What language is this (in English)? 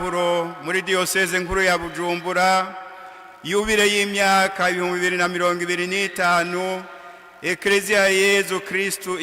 Rundi